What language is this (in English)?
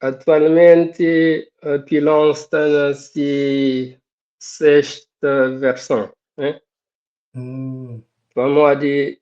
Kabuverdianu